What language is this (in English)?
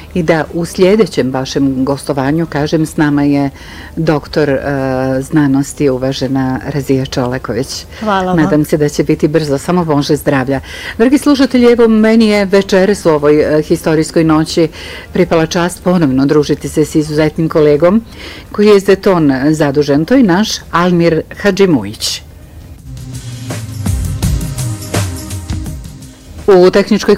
Bosnian